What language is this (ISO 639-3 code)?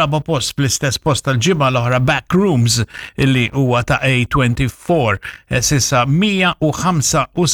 mlt